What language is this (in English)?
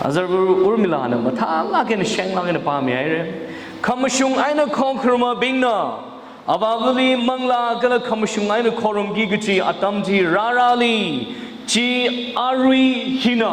Tangkhul Naga (India)